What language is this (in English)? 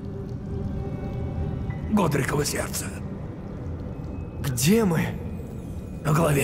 Russian